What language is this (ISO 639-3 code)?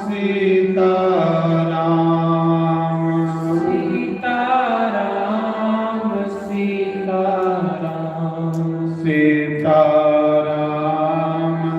doi